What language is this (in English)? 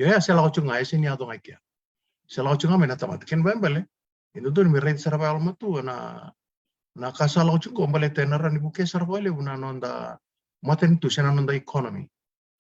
Fijian